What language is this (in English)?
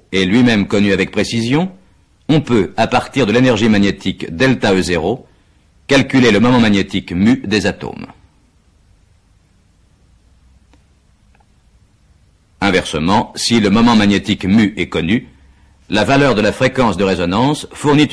French